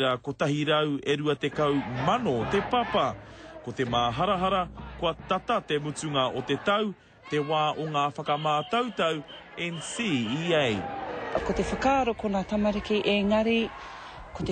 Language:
Māori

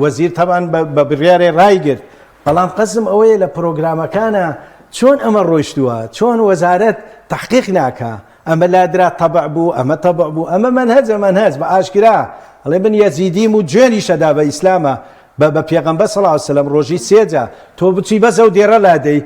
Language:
Central Kurdish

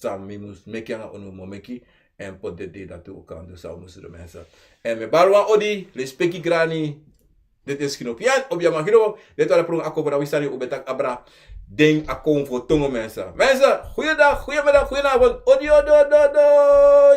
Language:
Sranan Tongo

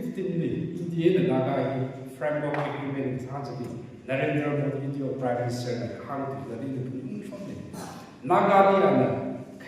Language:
Tangkhul Naga (India)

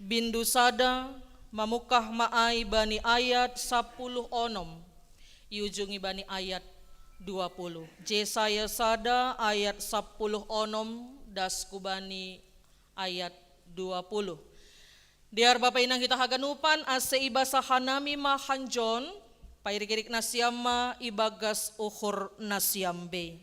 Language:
Batak Simalungun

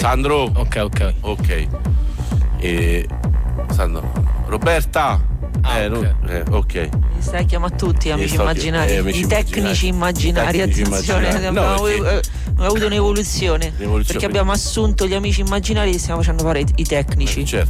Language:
Italian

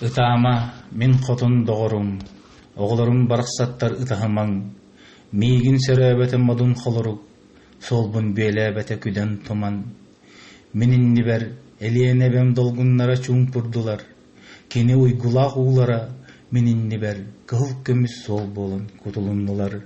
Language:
Yakut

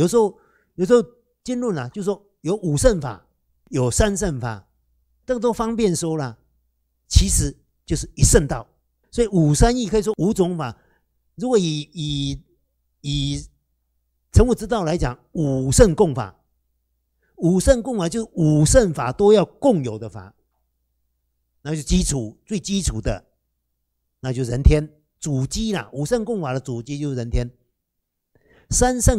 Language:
Chinese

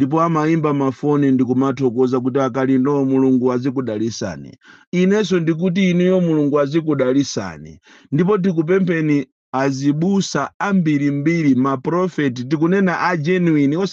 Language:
Nyanja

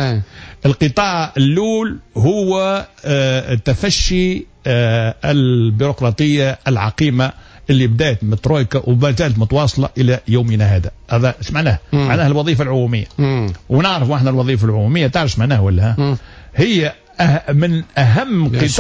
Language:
Tunisian Arabic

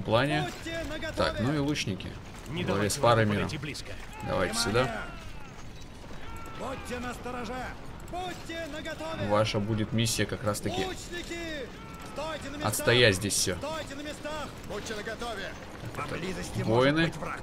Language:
Russian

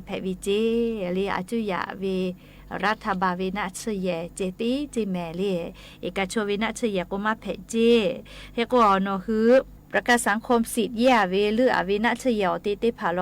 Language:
Lahu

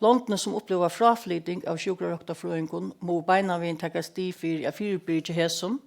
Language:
Faroese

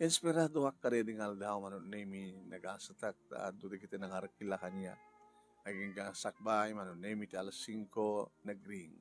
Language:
Iloko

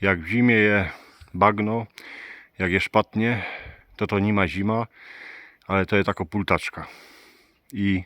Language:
Silesian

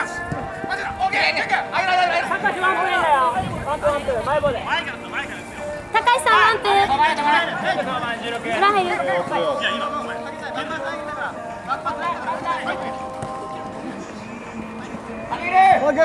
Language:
Japanese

